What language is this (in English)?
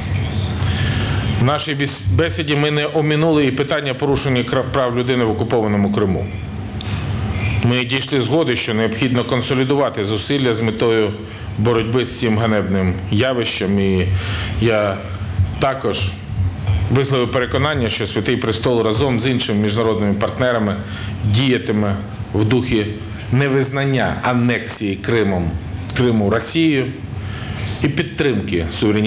Ukrainian